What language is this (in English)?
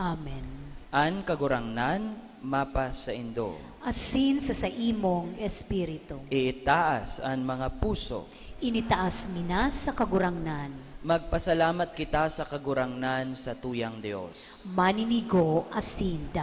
Bikol